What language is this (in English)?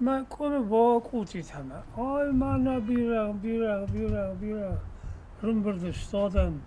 Ossetic